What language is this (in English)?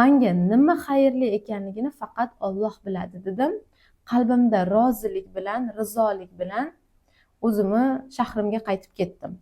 Uzbek